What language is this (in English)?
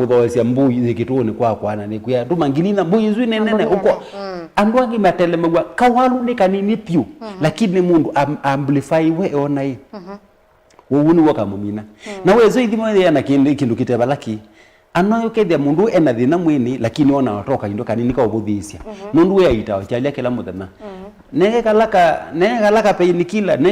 Kamba